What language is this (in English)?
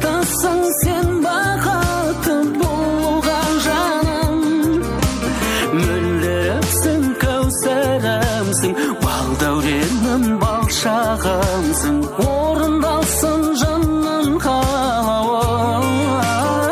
Kazakh